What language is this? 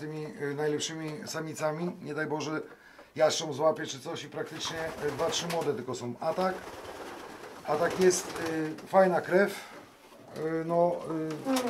Polish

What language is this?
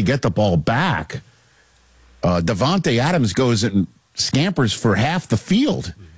English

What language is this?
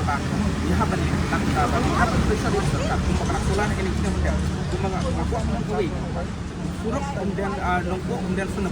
Khasi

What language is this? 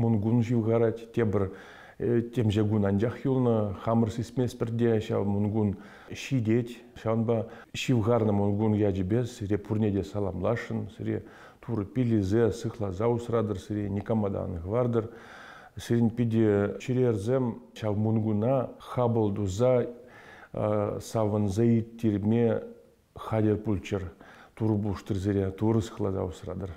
Chuvash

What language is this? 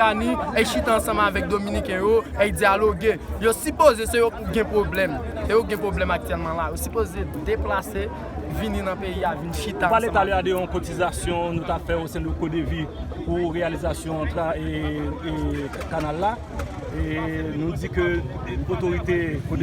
Haitian Creole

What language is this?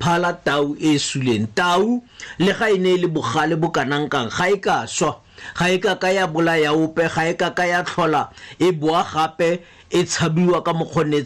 Tswana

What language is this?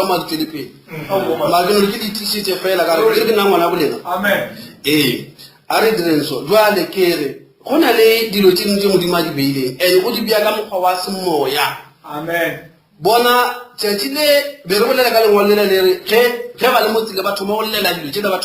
Northern Sotho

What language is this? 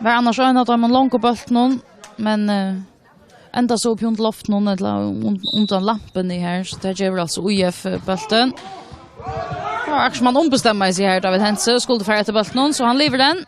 Faroese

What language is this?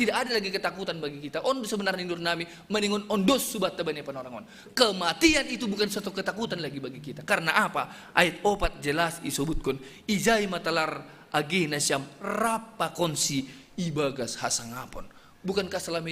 Batak Simalungun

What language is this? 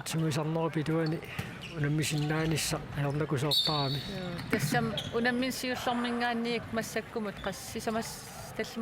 Kalaallisut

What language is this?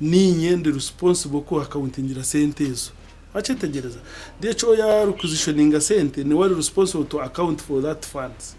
Nyankole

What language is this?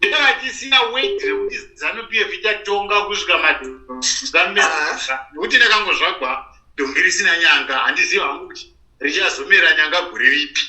Shona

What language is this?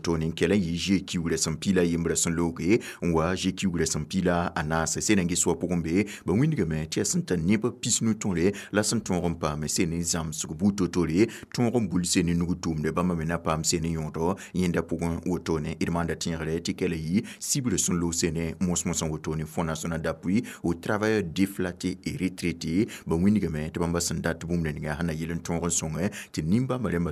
Mossi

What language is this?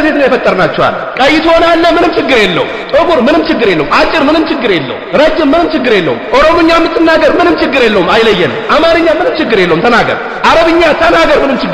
Amharic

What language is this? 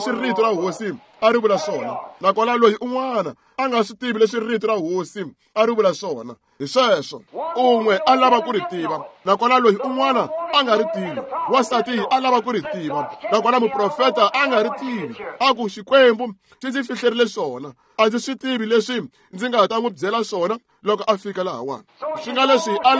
Tsonga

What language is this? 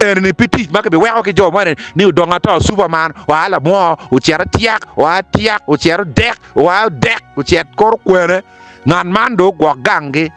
Acoli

